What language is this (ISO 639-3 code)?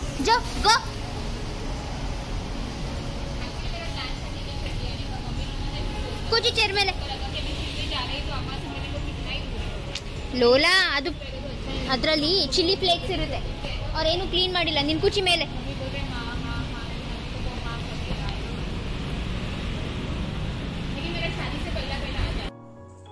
kan